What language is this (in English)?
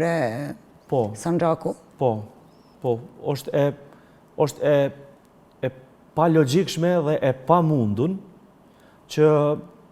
Albanian